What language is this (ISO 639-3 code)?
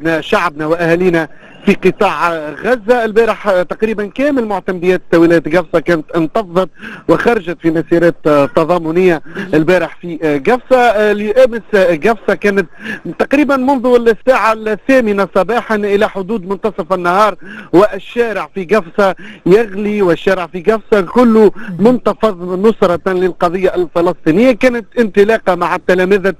aeb